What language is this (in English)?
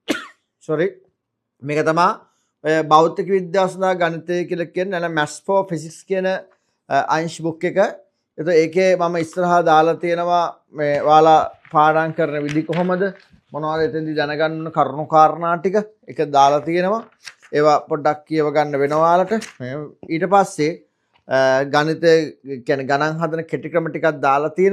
Sinhala